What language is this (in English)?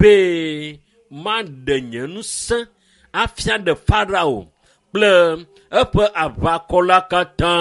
Ewe